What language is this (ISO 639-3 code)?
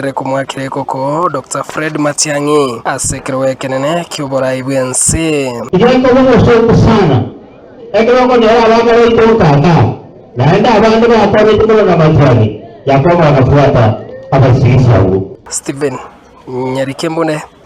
guz